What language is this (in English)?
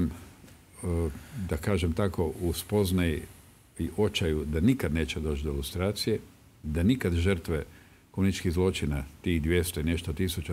Croatian